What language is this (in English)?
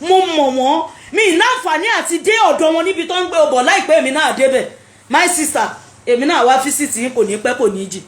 Yoruba